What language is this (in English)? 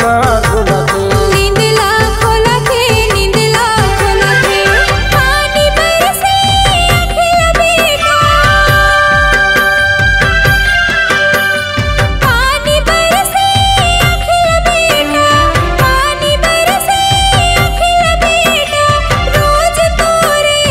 Chhattisgarhi